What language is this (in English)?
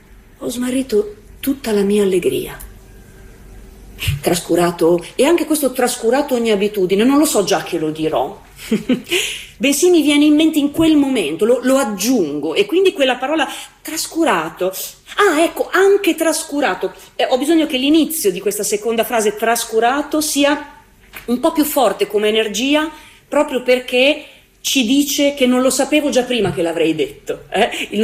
Italian